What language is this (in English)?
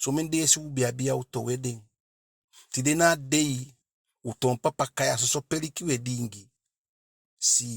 Eastern Maroon Creole